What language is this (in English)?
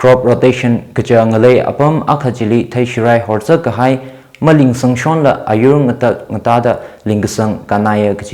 Tangkhul Naga (India)